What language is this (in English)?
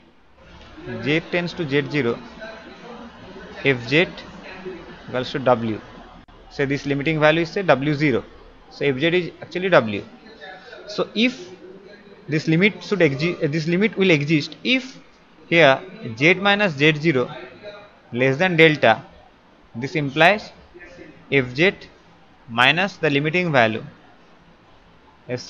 English